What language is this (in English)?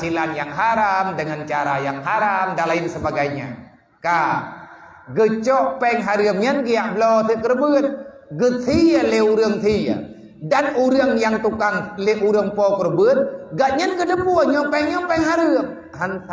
Achinese